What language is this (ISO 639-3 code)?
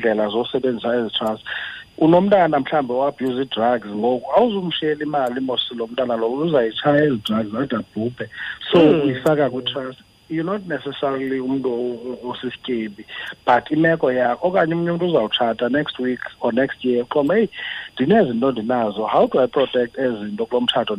xho